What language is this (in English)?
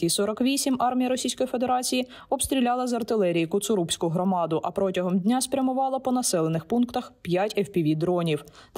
Ukrainian